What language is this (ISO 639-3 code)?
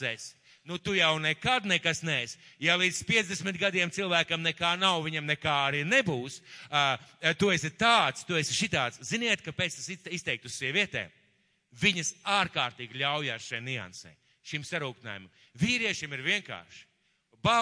lav